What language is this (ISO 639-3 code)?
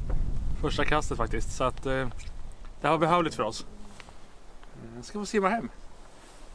swe